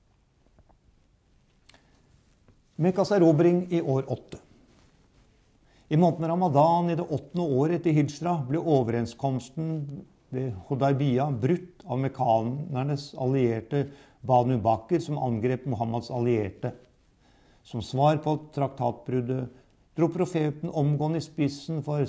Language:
Norwegian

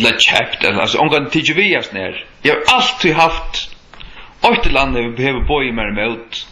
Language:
Faroese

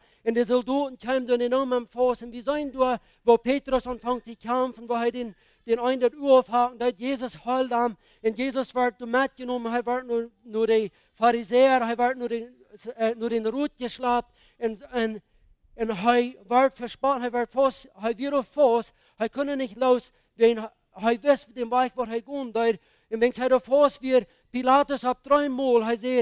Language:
Plautdietsch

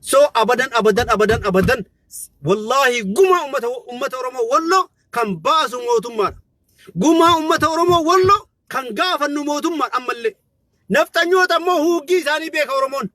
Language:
Oromo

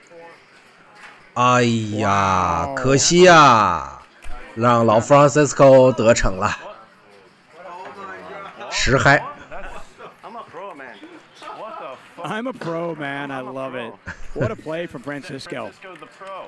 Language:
Chinese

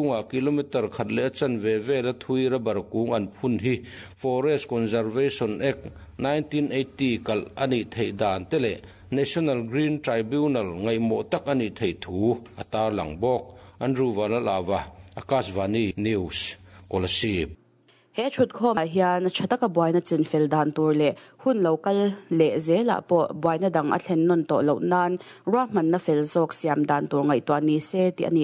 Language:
Mizo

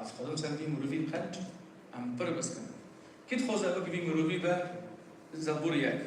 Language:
Kurdish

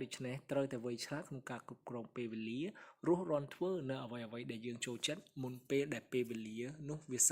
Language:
Khmer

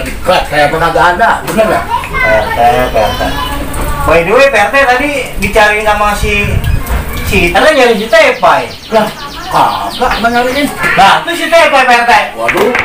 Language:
Betawi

